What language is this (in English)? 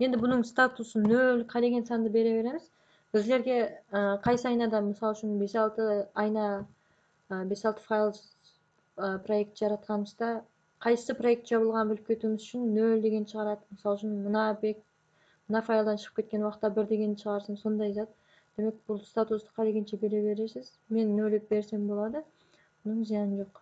Kara-Kalpak